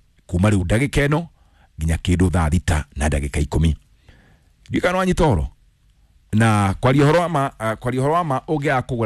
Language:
Kikuyu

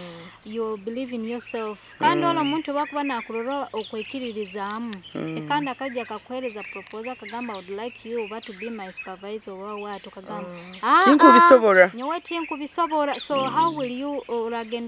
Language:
Nyoro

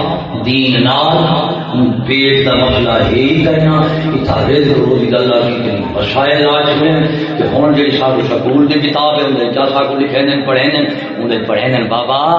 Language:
Saraiki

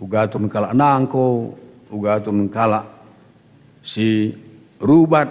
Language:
Batak Karo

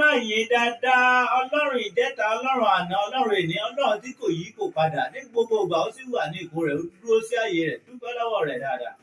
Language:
Yoruba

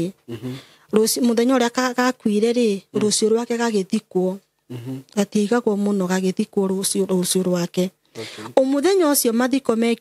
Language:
Kikuyu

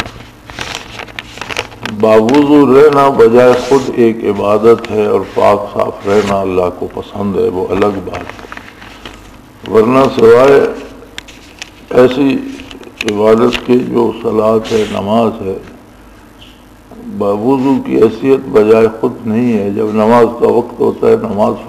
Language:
Urdu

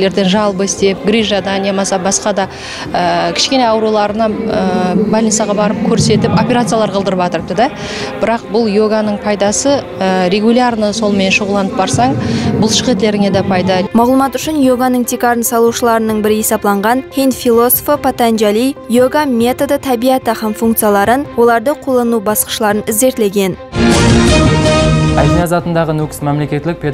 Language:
Kara-Kalpak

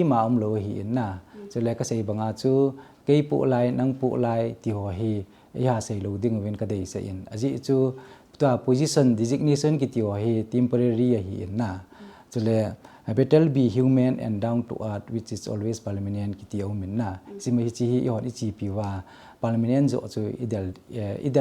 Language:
Thado Chin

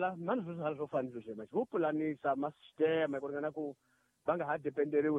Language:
Tsonga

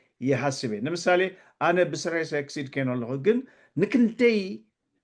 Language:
Tigrinya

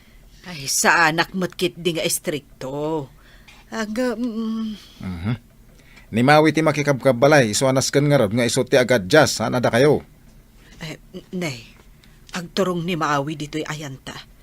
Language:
Iloko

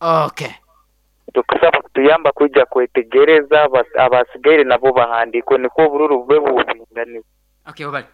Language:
Nyankole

